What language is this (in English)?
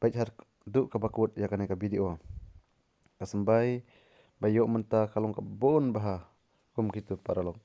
Khasi